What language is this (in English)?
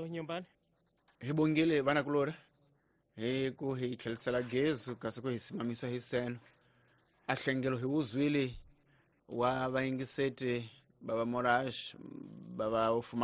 Tsonga